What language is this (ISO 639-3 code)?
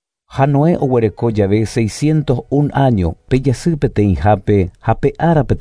grn